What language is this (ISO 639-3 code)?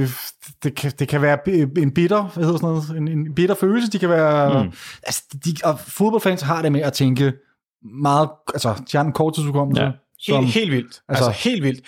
dan